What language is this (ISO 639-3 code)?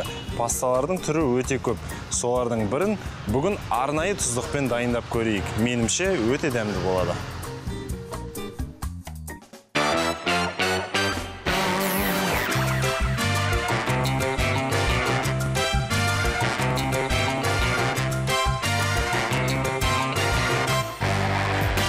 kaz